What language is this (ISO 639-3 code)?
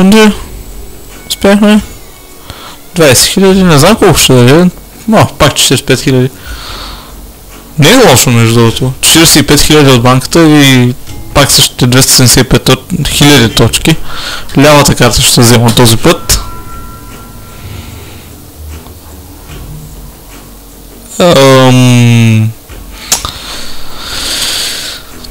bul